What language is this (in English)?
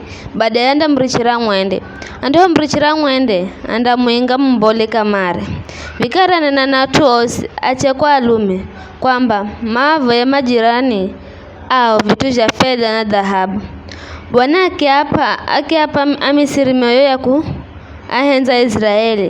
Giryama